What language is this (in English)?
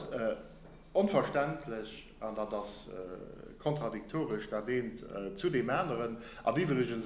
Luxembourgish